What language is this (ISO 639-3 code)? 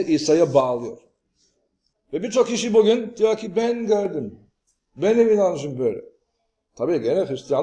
tur